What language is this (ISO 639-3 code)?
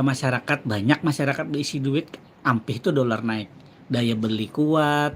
bjn